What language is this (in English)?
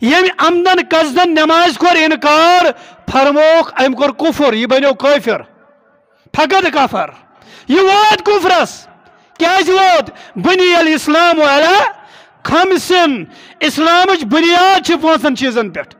Kashmiri